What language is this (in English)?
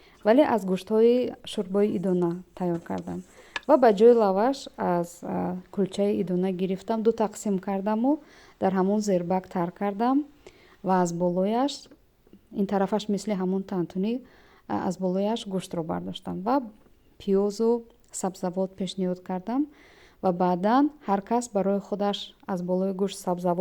Tajik